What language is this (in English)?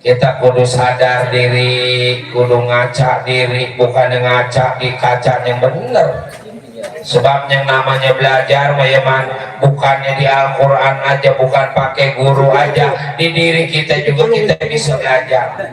Betawi